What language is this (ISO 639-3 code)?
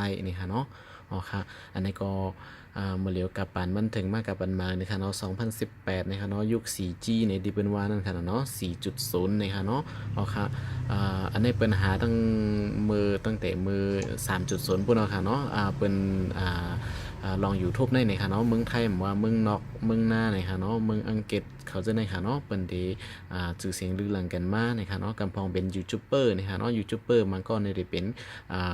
shn